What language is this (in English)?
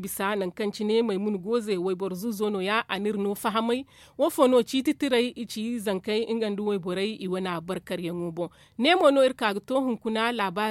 Zarma